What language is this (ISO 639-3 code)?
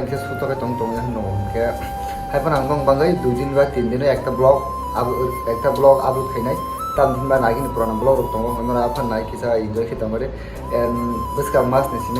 trp